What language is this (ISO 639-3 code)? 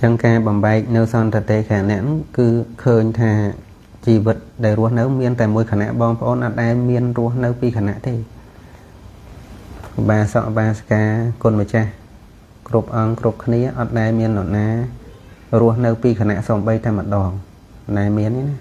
khm